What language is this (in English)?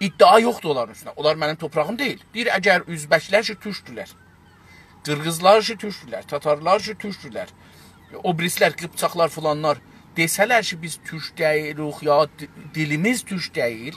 South Azerbaijani